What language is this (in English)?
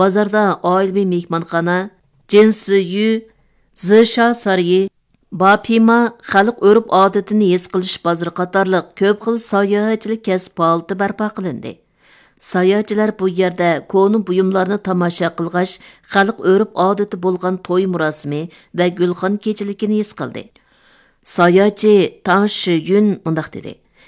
Uyghur